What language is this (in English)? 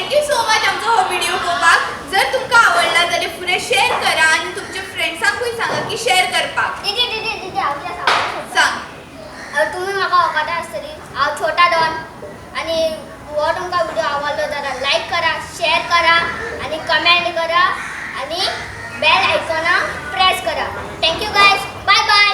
Konkani